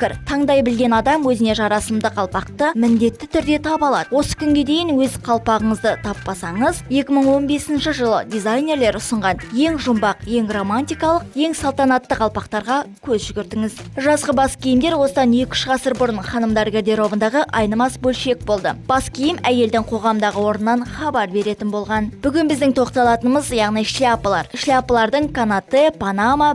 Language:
Kazakh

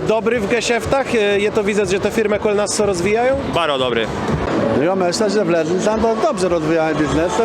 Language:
Kashubian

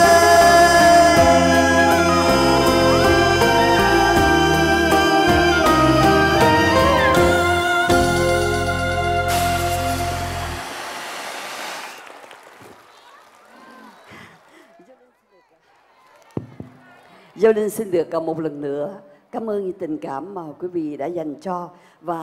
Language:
Vietnamese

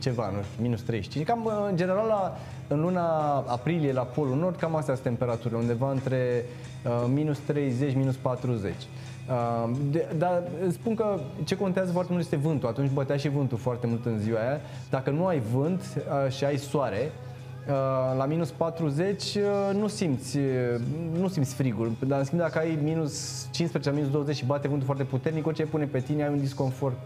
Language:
Romanian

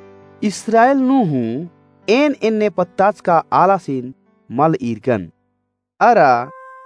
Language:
Kurukh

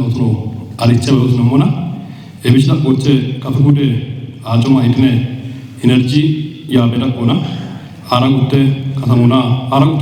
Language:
Kafa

